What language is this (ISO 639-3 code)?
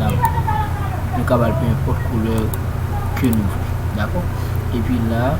hat